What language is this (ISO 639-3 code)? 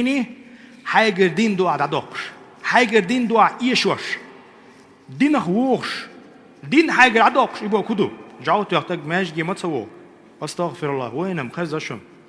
che